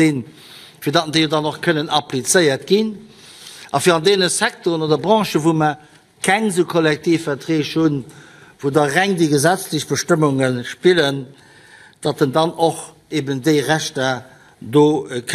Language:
Luxembourgish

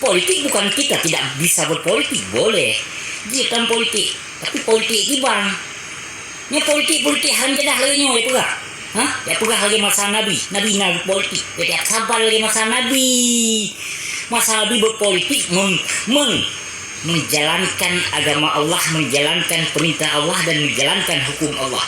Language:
Achinese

